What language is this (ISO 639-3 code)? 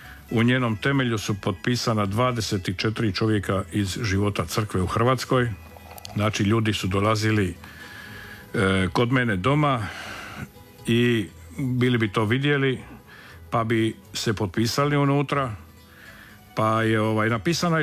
hrv